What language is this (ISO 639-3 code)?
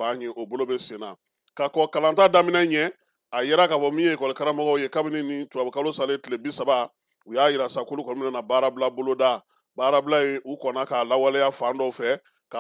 bam